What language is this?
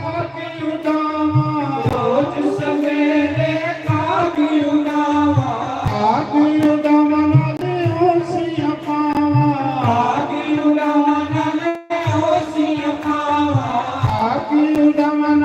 Dogri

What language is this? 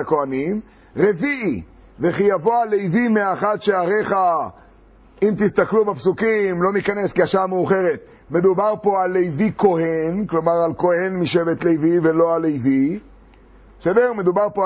Hebrew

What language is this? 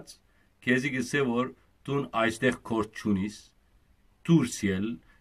Western Armenian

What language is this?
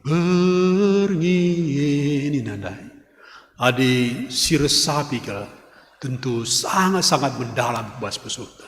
Batak Karo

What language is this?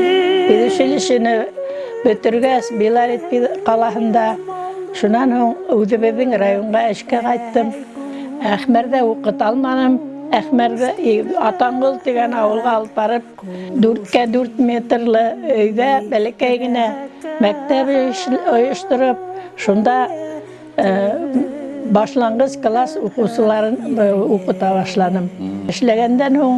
Bashkir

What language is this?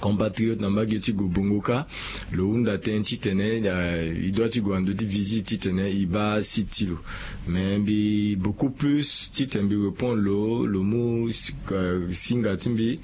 Sango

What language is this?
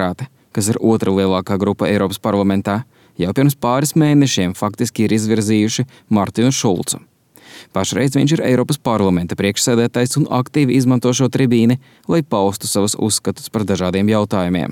Latvian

